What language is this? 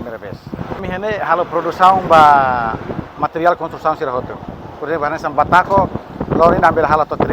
Tetum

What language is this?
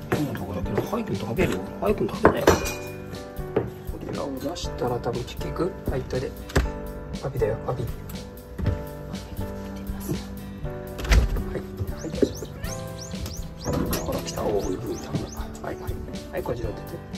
Japanese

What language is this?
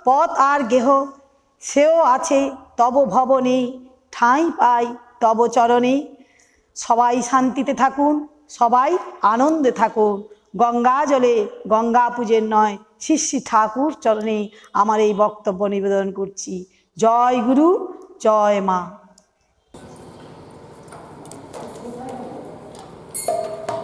Bangla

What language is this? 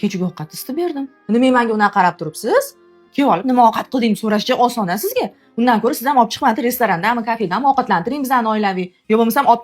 Uzbek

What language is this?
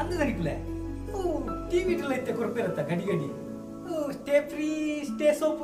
Tulu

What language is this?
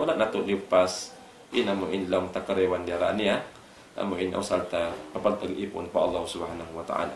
Tausug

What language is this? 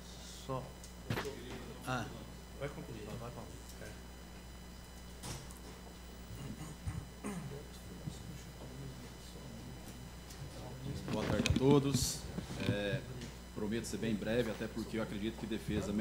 Portuguese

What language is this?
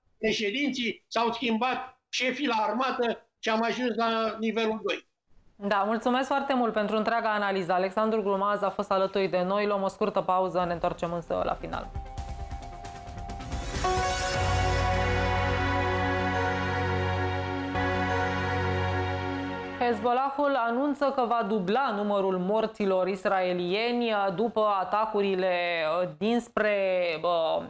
Romanian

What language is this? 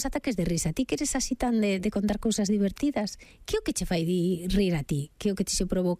Galician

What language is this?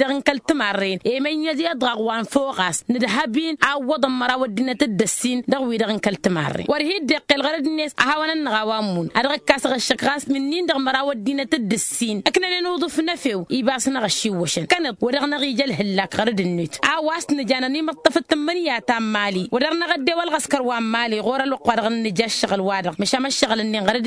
Tamasheq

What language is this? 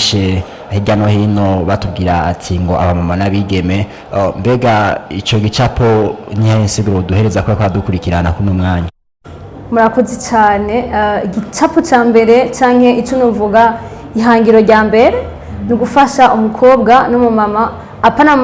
Rundi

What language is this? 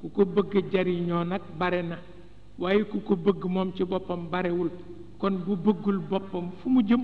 Wolof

